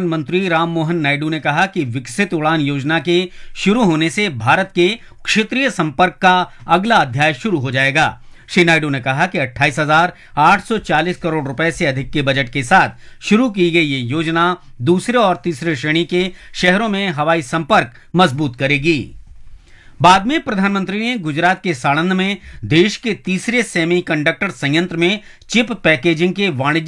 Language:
Hindi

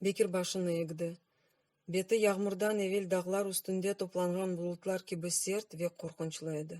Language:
Crimean Tatar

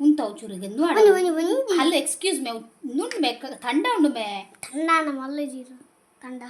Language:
Tulu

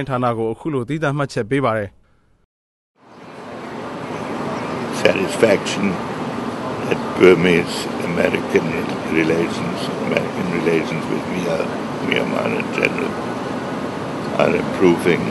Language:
Burmese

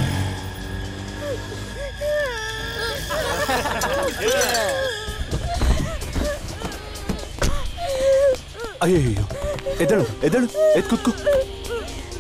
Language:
Kannada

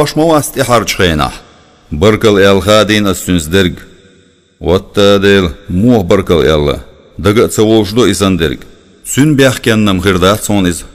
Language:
Chechen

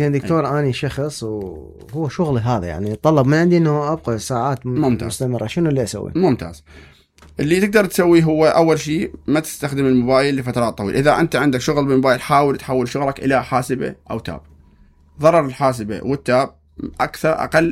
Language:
Mesopotamian Arabic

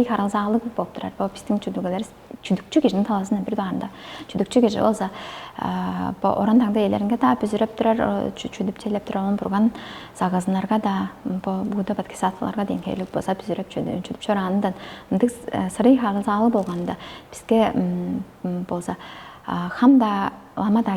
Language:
Tuvinian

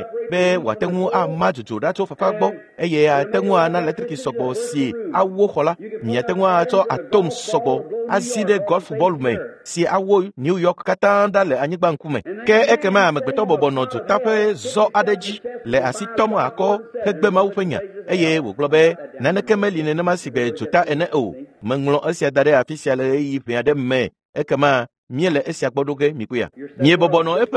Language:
Ewe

